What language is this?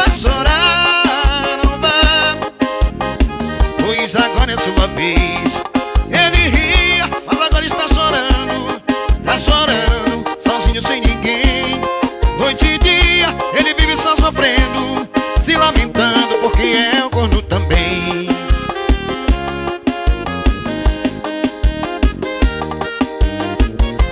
Portuguese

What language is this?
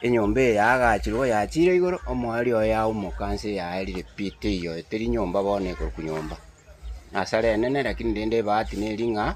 Gusii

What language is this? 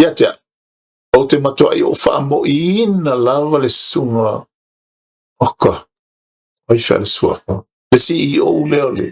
Samoan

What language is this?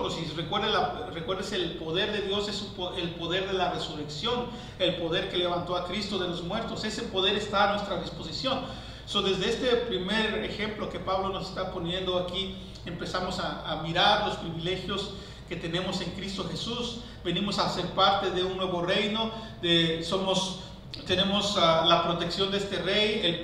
Spanish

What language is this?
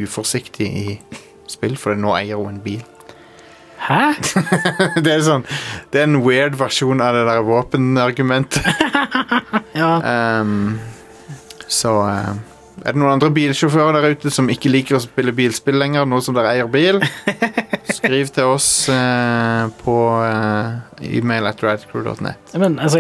Norwegian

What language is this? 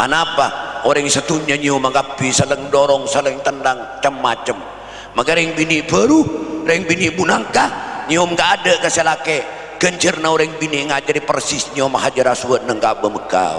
Madurese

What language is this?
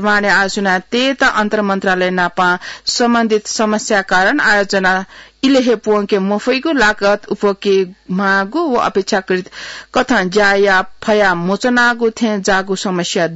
Newari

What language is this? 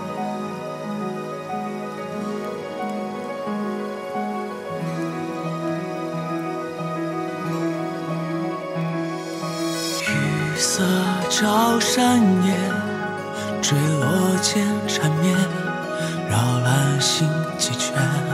Chinese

